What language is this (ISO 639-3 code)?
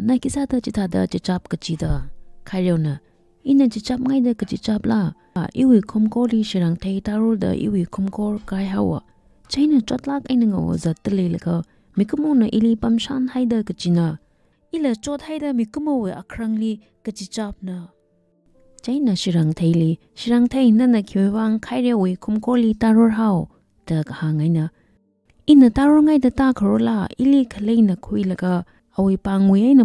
nmf